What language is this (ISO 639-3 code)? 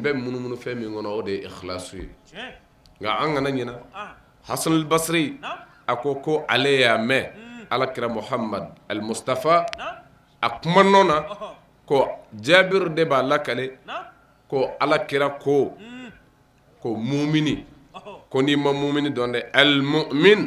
bam